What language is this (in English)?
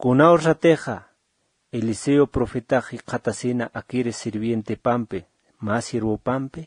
Aymara